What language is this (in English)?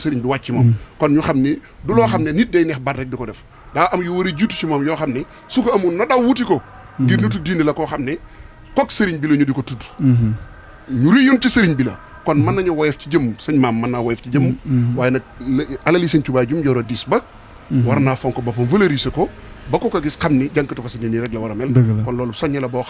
Wolof